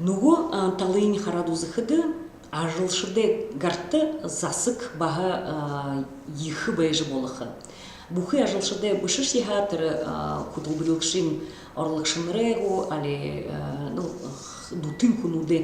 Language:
Buriat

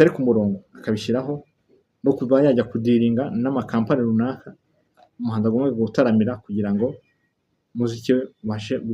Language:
Kinyarwanda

